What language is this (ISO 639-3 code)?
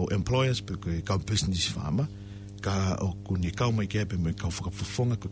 ton